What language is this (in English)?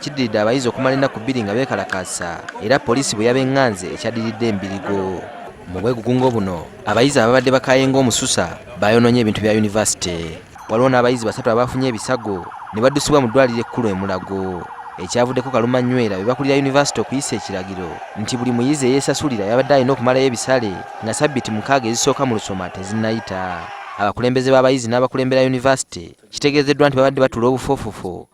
Ganda